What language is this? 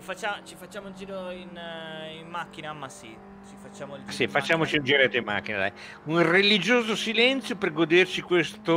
Italian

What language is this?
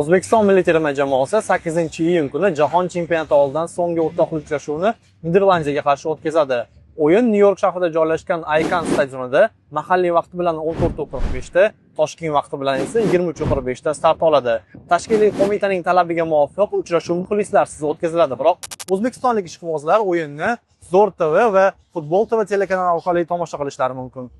Uzbek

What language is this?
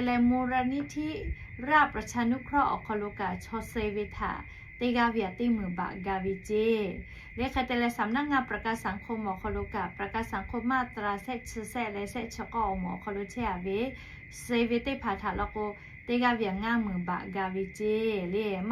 Lahu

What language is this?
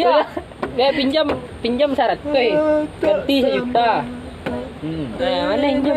Minangkabau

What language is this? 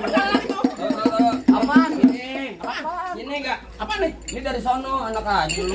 Betawi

